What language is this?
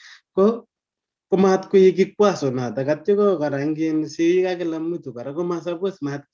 Kalenjin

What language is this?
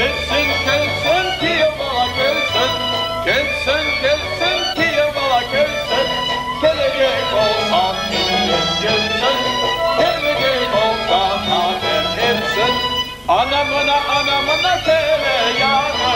Crimean Tatar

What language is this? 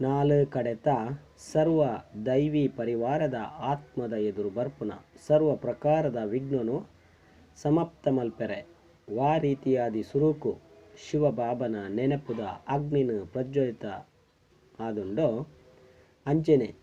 Tulu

